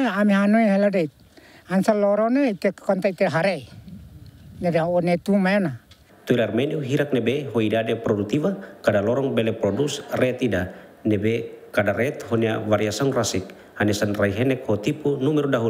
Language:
Tetum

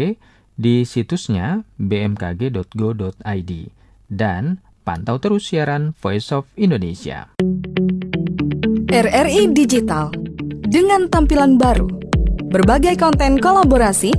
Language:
Indonesian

